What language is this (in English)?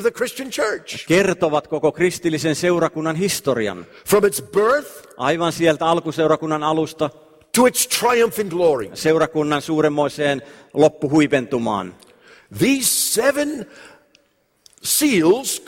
Finnish